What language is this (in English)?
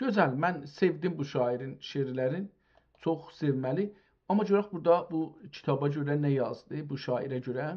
South Azerbaijani